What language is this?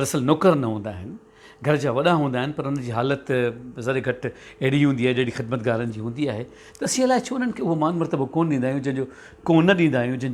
Sindhi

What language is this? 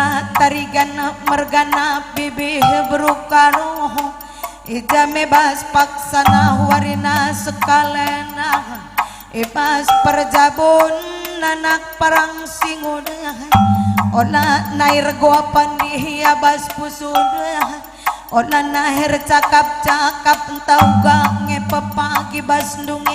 Batak Karo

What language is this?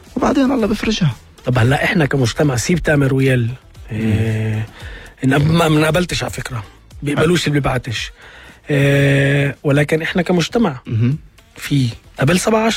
North Levantine Arabic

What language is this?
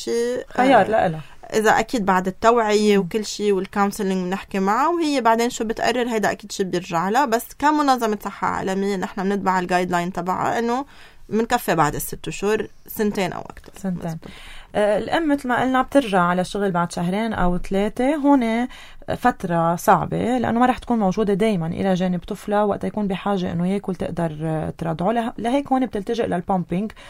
North Levantine Arabic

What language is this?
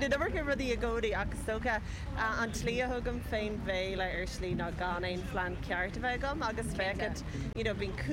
Irish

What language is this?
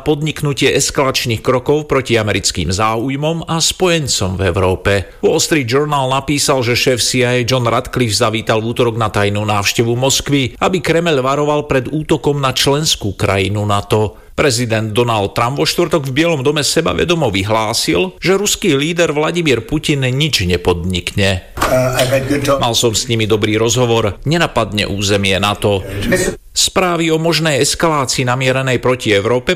Slovak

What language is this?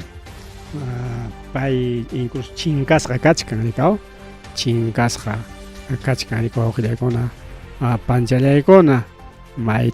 Ayacucho Quechua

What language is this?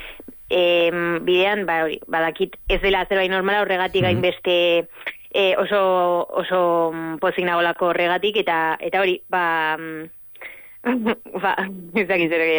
Basque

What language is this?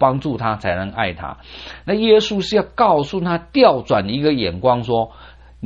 Chinese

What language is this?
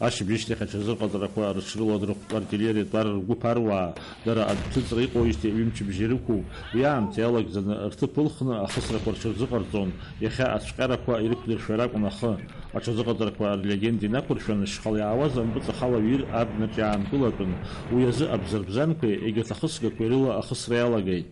Abkhazian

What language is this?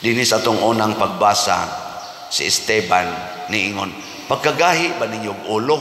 Cebuano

